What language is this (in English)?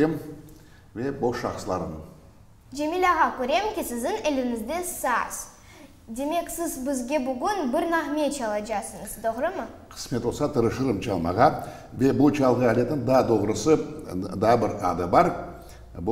Crimean Tatar